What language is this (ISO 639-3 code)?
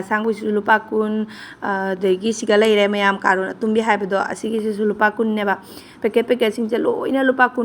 mni